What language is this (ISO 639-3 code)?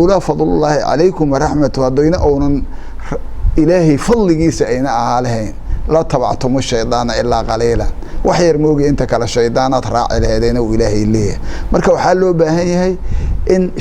som